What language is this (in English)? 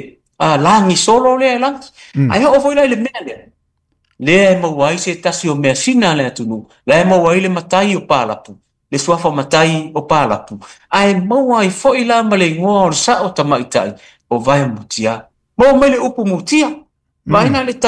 Samoan